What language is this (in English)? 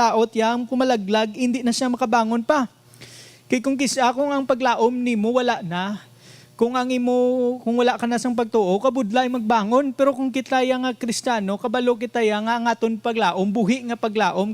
Hiligaynon